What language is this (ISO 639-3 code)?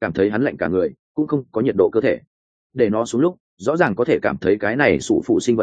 vie